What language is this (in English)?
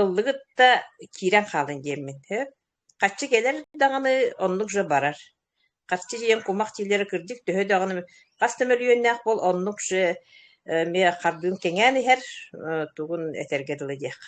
Yakut